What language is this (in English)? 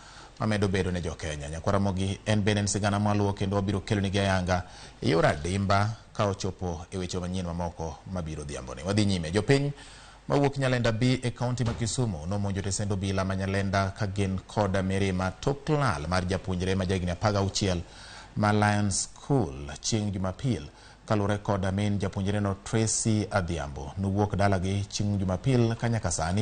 Luo (Kenya and Tanzania)